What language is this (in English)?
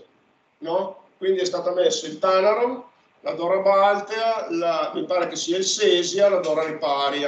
Italian